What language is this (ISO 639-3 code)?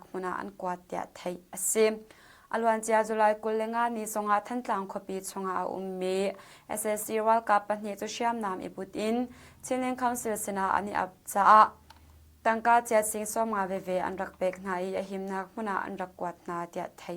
cnh